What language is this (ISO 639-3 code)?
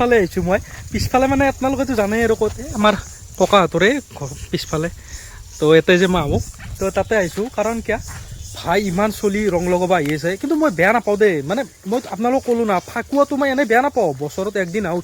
asm